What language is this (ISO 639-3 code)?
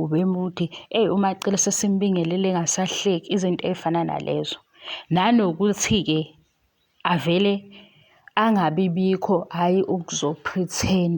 zul